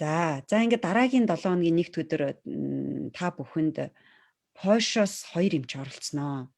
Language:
Mongolian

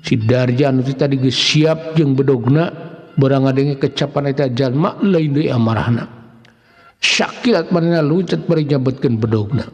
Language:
Sundanese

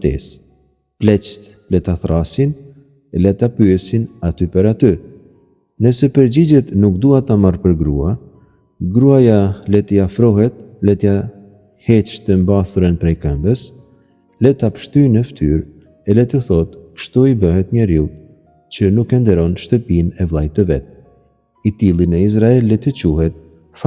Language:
Albanian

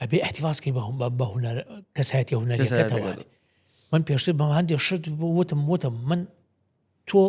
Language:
Central Kurdish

